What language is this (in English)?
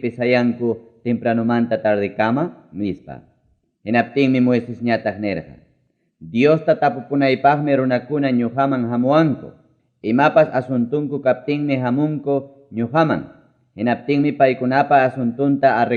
Ayacucho Quechua